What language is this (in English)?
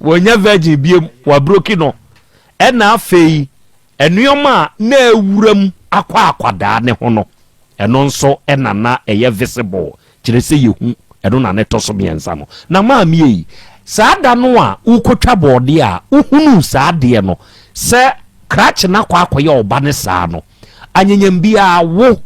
Akan